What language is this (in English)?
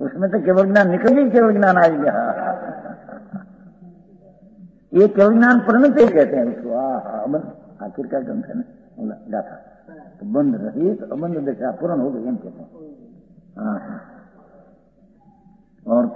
Hindi